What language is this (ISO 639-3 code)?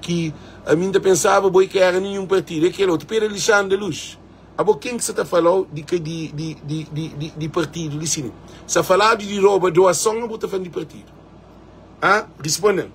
kea